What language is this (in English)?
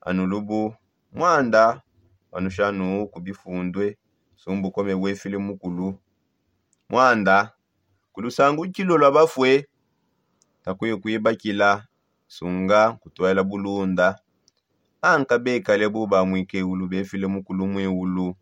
Songe